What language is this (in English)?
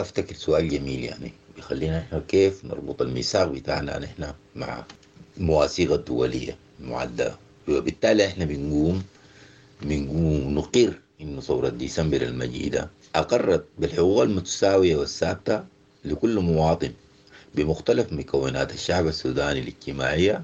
Sudanese Arabic